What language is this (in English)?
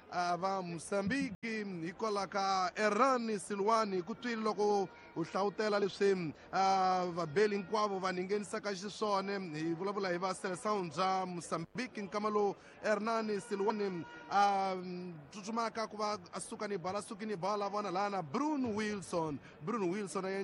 Tsonga